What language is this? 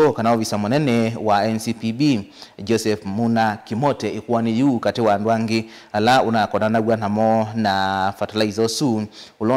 Kamba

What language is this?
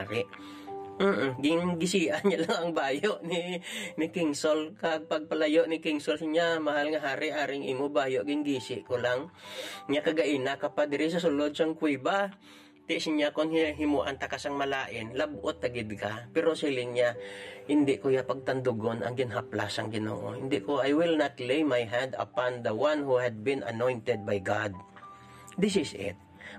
Hiligaynon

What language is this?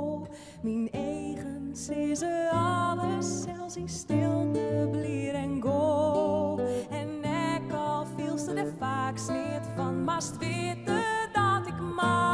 Western Frisian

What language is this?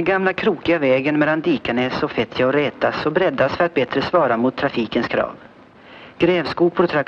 Swedish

